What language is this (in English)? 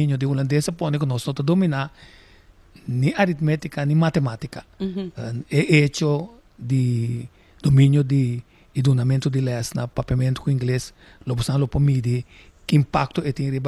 Papiamento